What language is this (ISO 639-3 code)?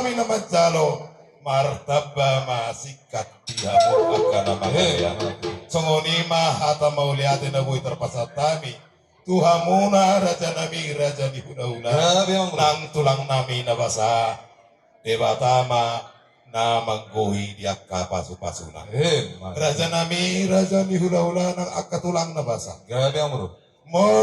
bbc